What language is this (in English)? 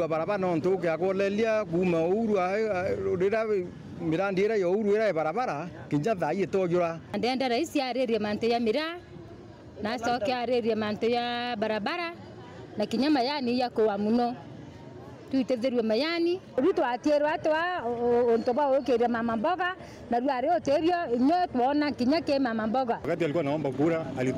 Meru